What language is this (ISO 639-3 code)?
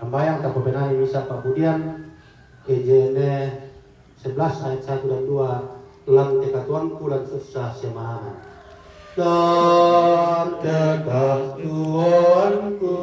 sda